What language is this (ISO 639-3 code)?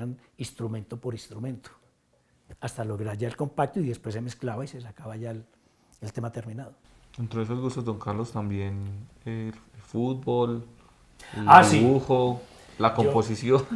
spa